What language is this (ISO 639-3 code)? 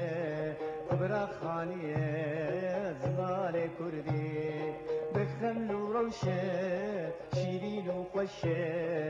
kur